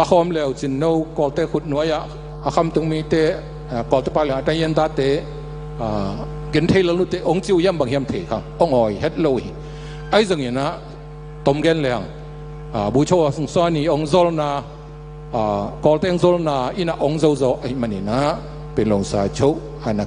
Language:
Tedim Chin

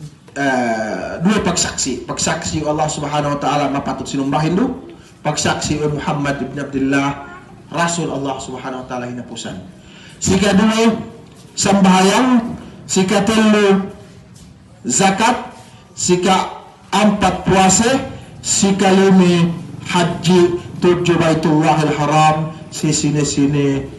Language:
Yakan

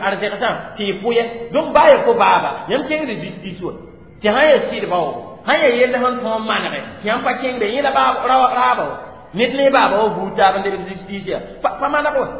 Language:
Mossi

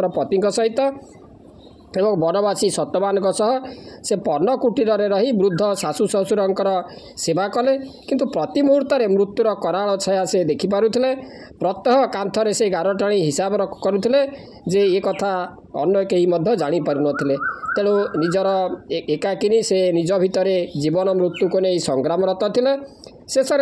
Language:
Odia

